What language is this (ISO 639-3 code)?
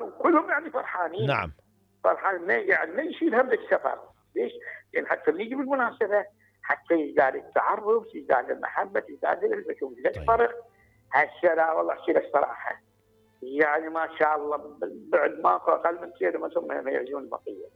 acm